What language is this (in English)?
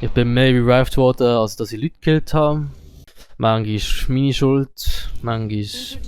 Swiss German